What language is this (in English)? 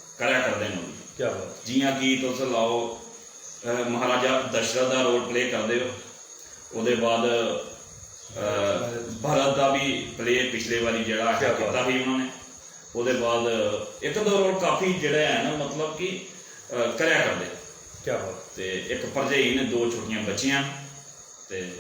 Dogri